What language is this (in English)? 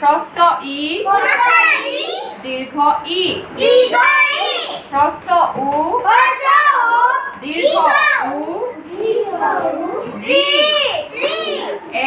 Assamese